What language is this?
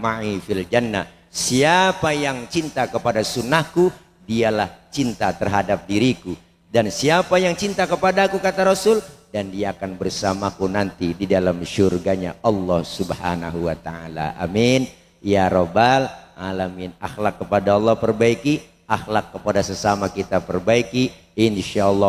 Betawi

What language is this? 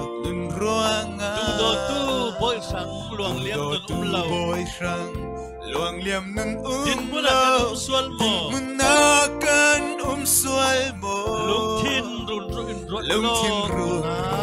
Falam Chin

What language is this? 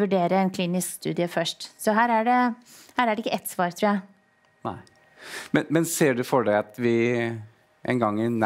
Norwegian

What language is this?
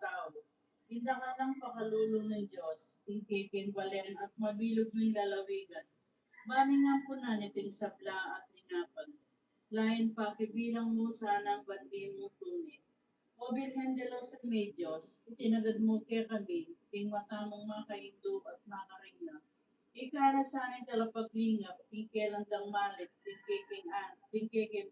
Pampanga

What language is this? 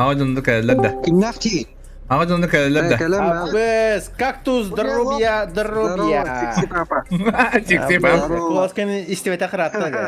Yakut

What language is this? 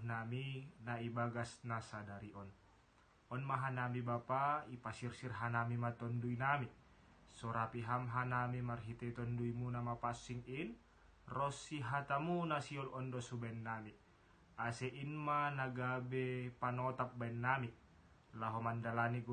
Batak Simalungun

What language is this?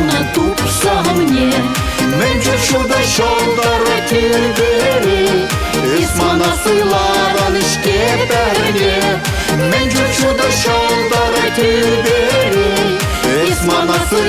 Chuvash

